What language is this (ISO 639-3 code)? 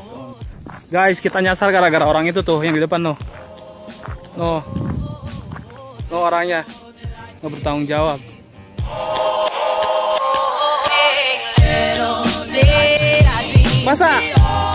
ind